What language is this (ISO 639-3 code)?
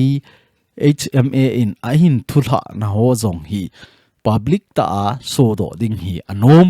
tcz